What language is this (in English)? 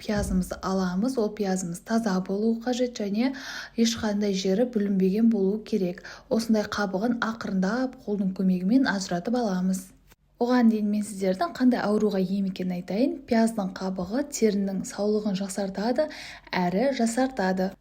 Kazakh